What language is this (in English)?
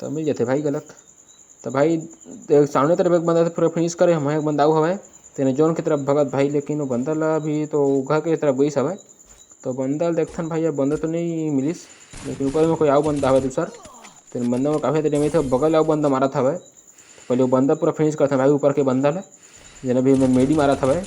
Chhattisgarhi